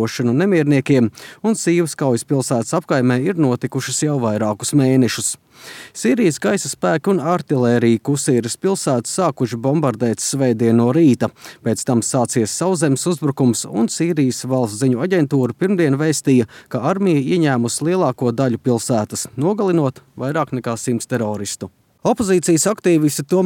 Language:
Latvian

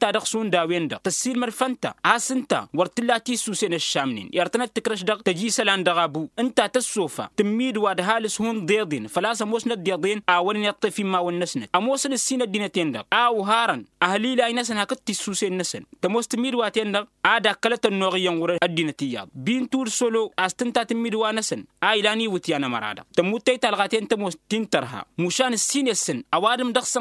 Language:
Tamasheq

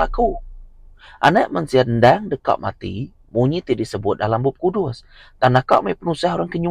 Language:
Iban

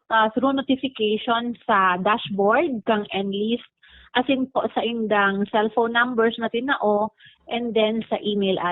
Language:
Bikol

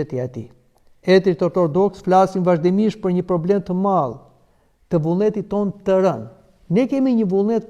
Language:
Albanian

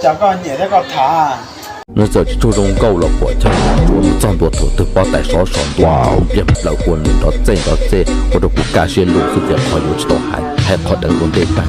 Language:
Hmong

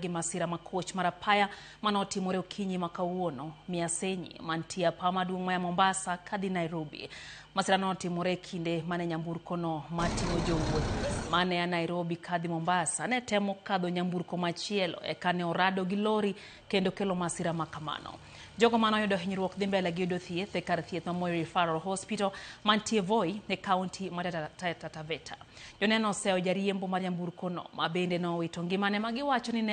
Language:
Luo (Kenya and Tanzania)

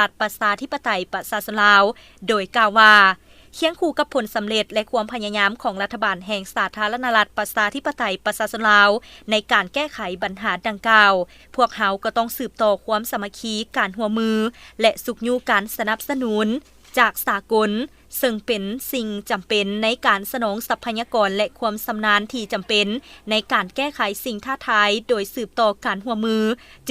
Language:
Lao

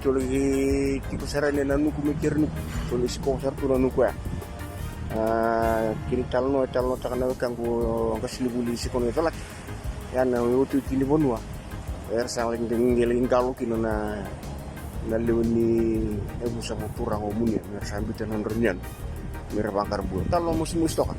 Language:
Fijian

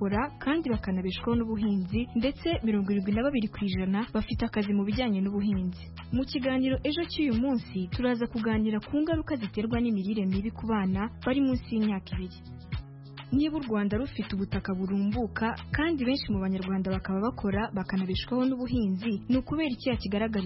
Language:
Kinyarwanda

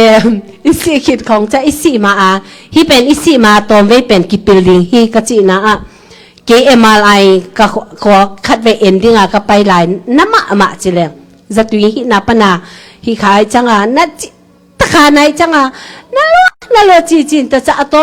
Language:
Tedim Chin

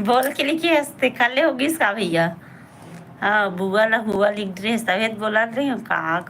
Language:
Chhattisgarhi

